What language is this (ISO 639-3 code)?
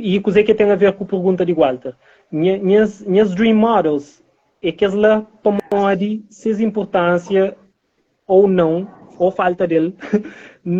kea